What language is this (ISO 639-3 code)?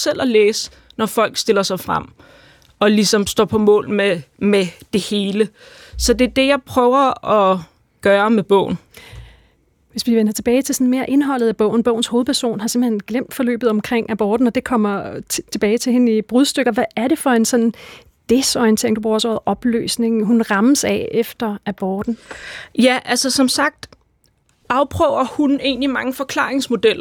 dan